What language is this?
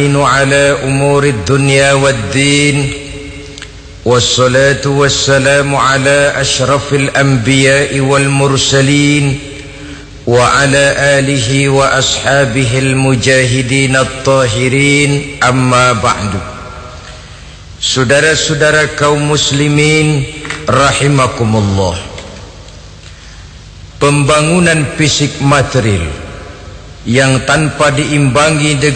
Indonesian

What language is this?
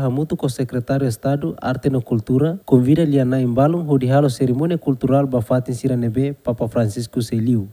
Tetum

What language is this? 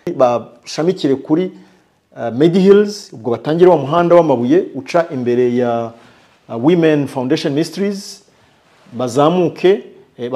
Kinyarwanda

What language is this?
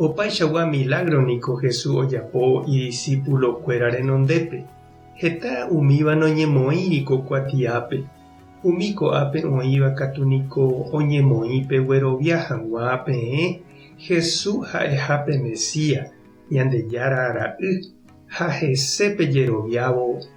Guarani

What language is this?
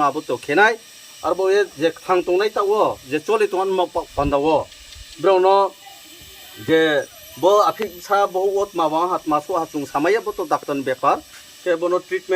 Riang (India)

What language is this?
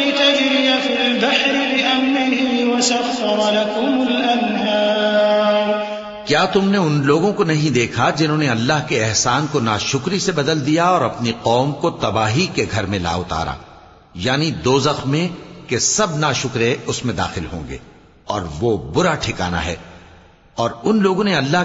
Urdu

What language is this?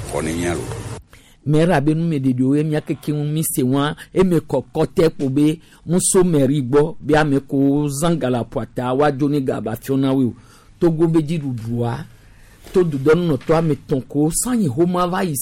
Gen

